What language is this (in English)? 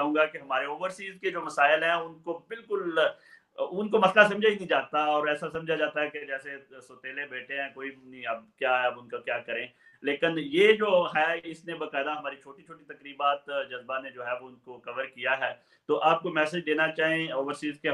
Urdu